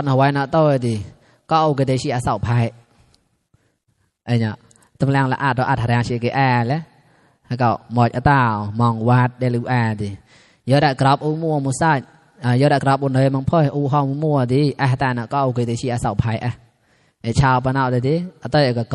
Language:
Mon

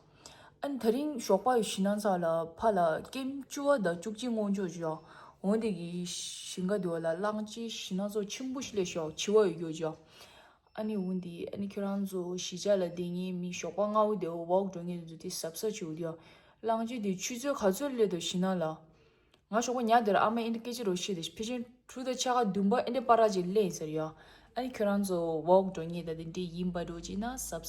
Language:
Tibetan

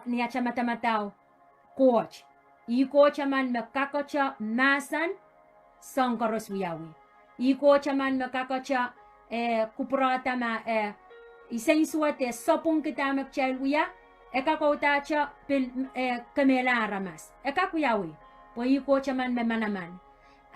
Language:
Pohnpeian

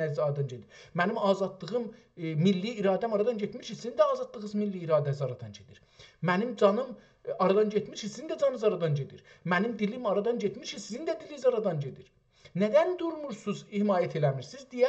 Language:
South Azerbaijani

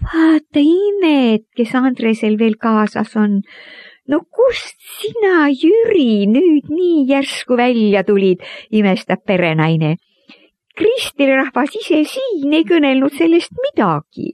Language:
Estonian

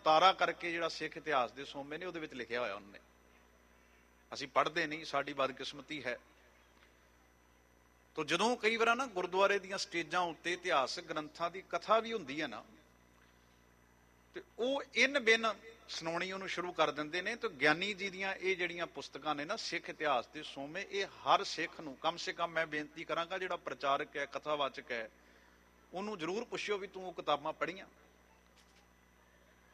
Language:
Punjabi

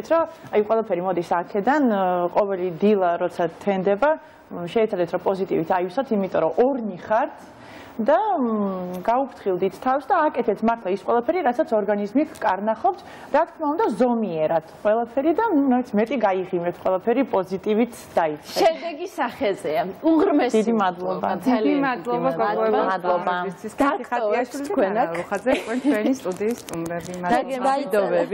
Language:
Georgian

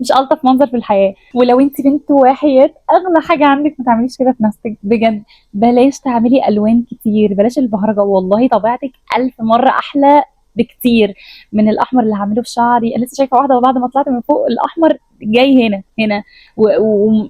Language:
Egyptian Arabic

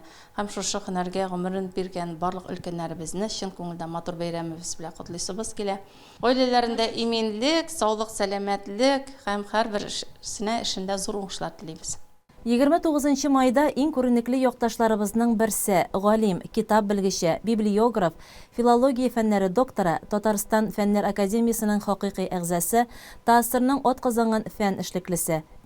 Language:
Tatar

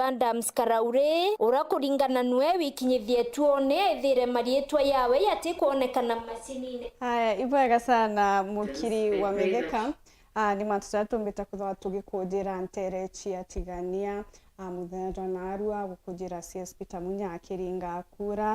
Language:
Meru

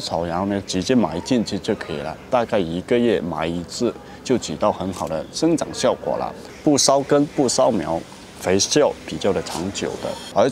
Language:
Chinese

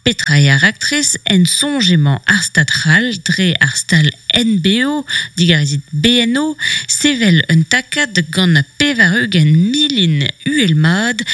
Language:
Breton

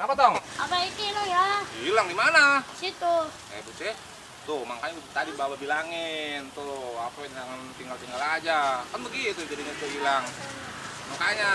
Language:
Betawi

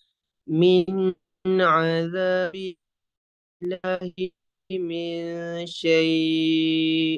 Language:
Arabic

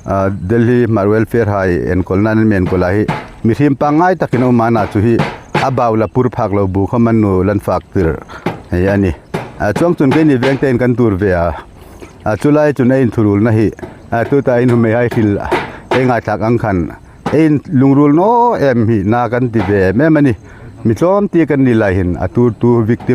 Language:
Hmar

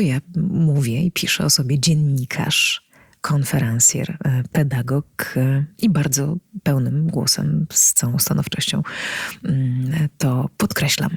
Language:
Polish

